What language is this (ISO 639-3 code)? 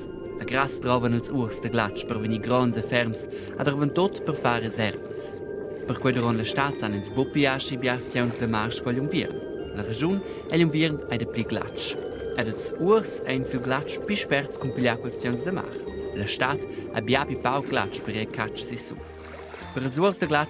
roh